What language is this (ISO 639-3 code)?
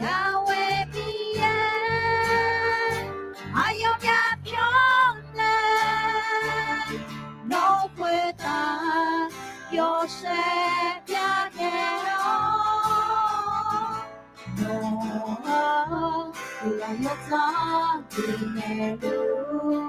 ahk